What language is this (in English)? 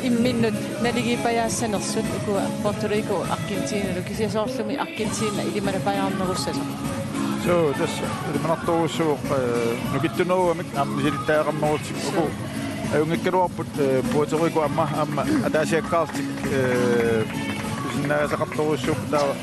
Kalaallisut